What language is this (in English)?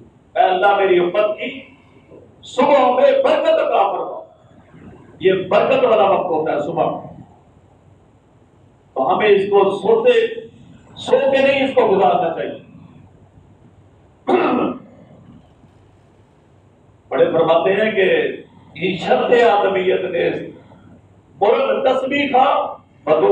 Urdu